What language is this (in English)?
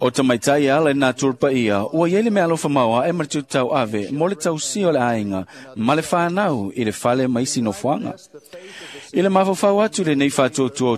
Samoan